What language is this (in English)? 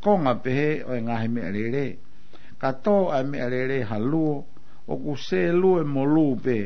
Tongan